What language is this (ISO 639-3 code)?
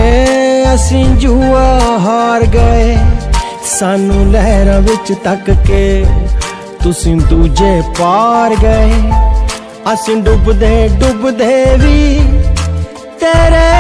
pan